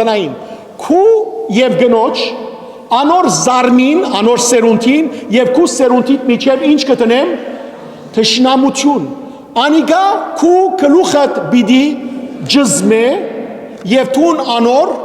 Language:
Western Armenian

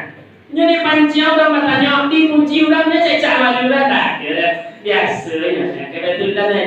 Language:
Minangkabau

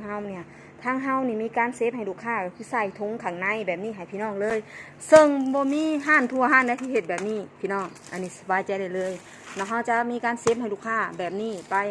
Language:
Northeastern Thai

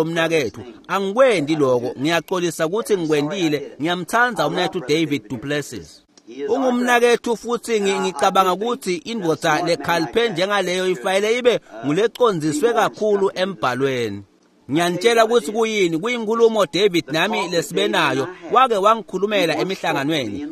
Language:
Swati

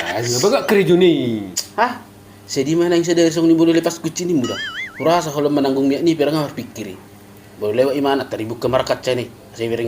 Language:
Batak Toba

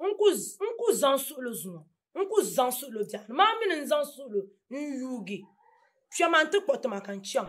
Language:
Dagbani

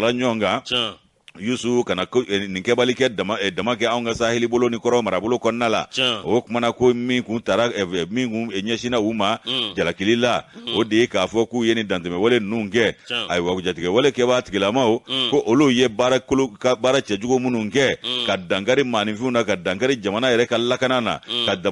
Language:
Bambara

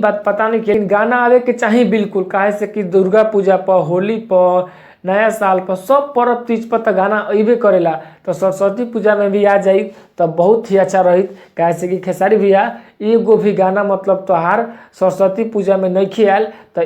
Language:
Bhojpuri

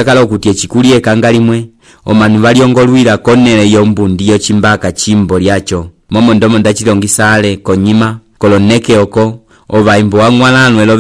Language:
Umbundu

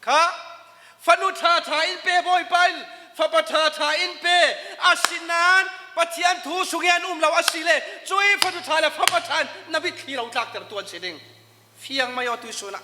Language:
Falam Chin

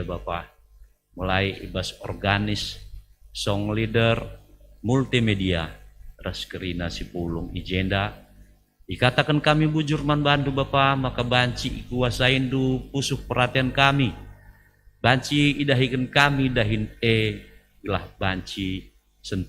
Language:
Batak Karo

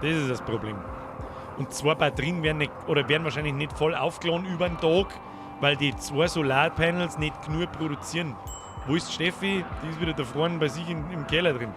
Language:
Bavarian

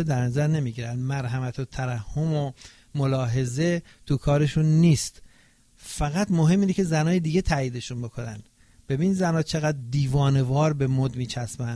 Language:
Persian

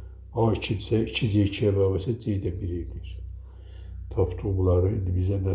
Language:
Azerbaijani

